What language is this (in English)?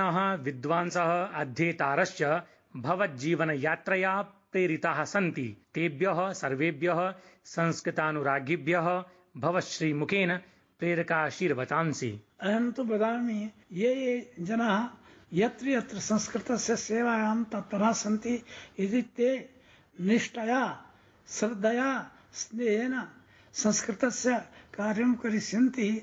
Sanskrit